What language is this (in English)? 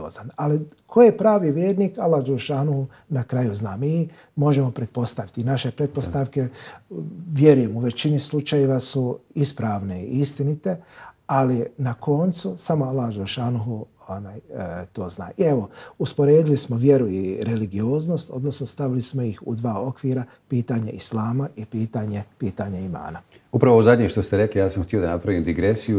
Bosnian